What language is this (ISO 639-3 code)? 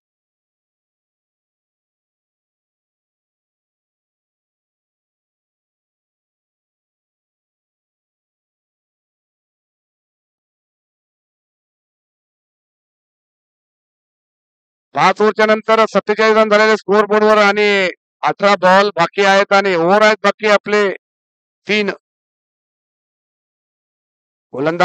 mar